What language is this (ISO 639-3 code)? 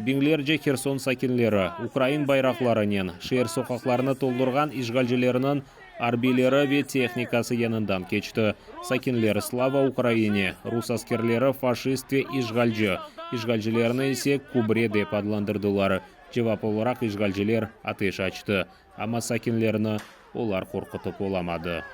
crh